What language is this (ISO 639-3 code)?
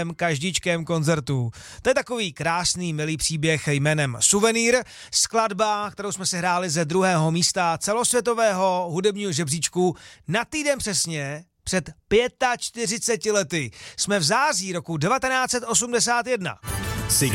ces